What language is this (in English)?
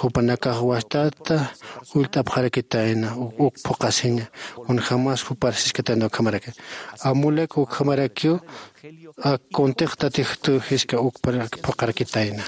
Aymara